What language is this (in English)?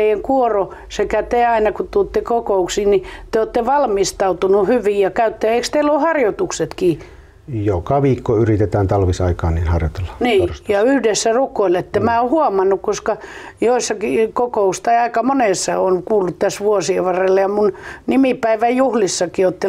Finnish